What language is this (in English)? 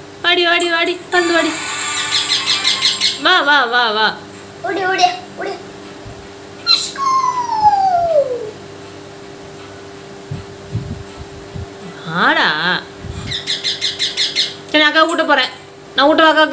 Tamil